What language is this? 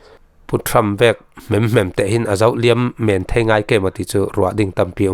Falam Chin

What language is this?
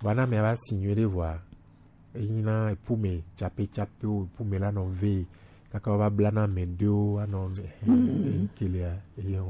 Gen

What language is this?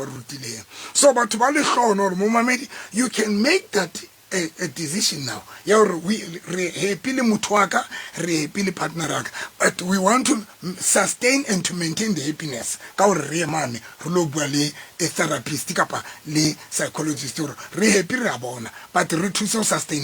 Southern Sotho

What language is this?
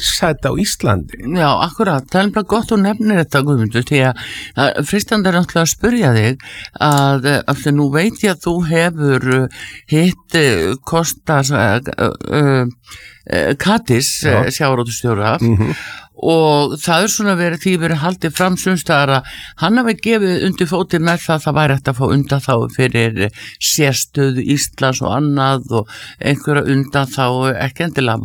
Icelandic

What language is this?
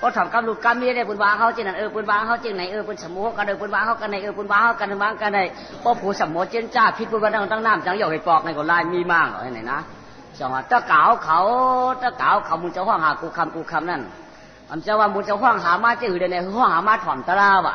Shan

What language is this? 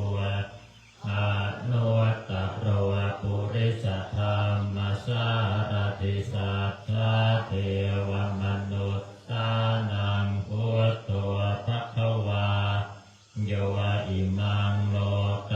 Pali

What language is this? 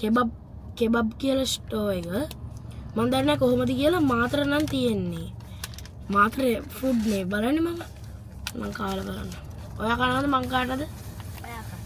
Sinhala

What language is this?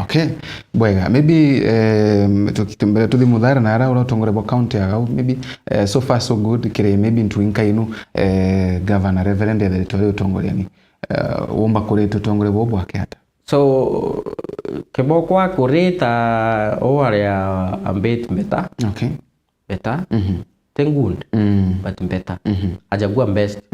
Meru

